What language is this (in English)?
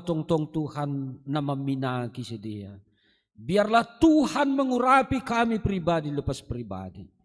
Batak Simalungun